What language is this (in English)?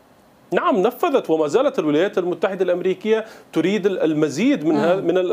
Arabic